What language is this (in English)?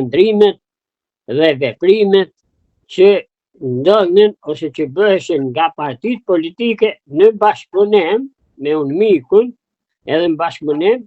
Albanian